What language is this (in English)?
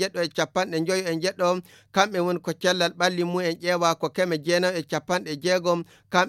Fula